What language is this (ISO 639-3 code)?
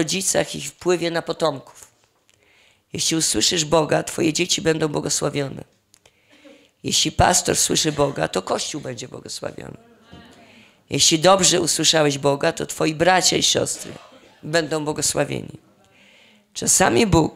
pol